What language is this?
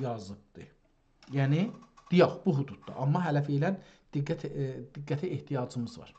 South Azerbaijani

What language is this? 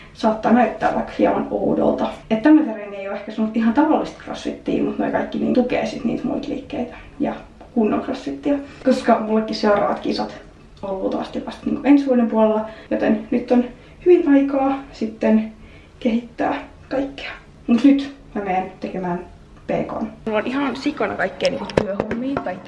Finnish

